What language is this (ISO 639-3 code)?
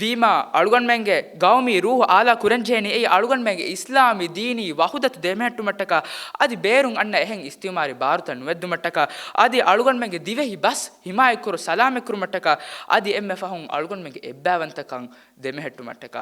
div